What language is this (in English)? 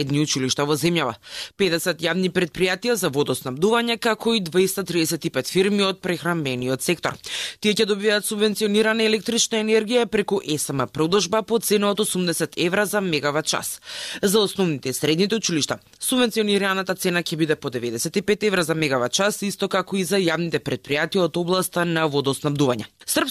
Macedonian